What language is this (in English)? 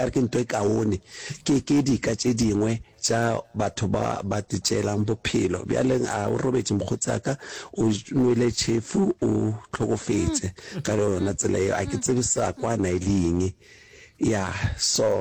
Northern Sotho